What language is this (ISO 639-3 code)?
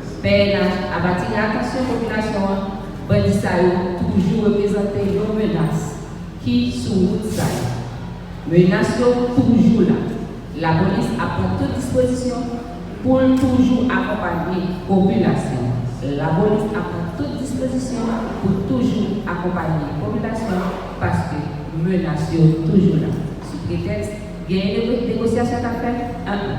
hat